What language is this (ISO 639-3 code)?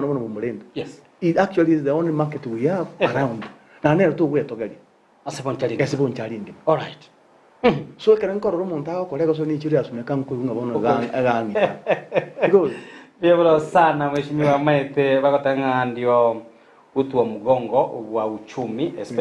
guz